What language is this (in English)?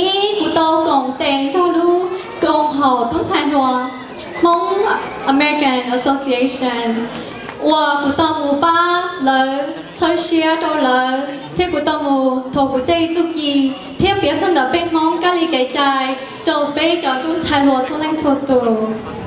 Hmong